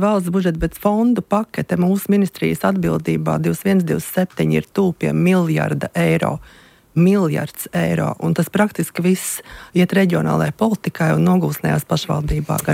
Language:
Latvian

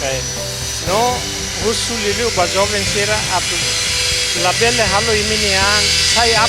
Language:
Tetum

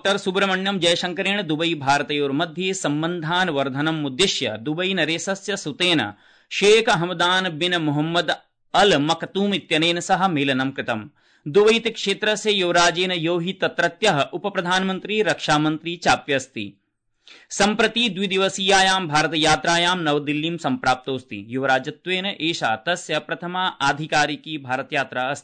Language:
Sanskrit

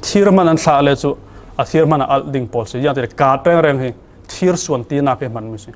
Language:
Falam Chin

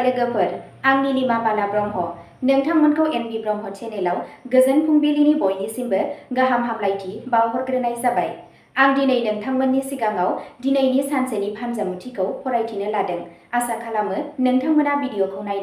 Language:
Bodo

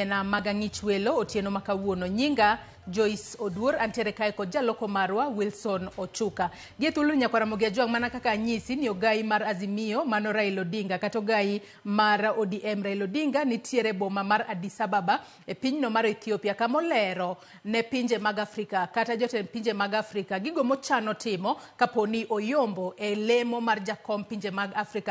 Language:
Luo (Kenya and Tanzania)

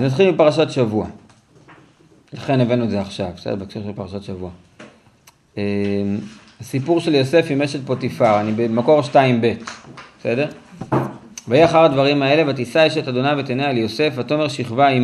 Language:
Hebrew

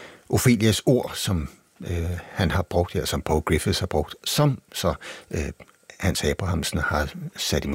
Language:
Danish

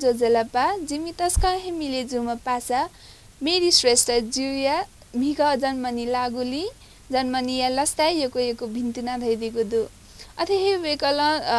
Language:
Newari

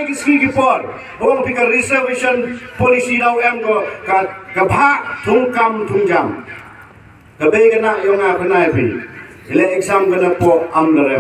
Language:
Khasi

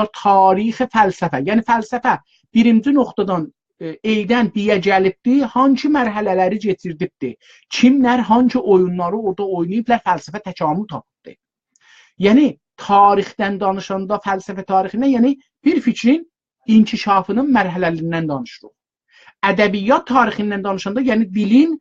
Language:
South Azerbaijani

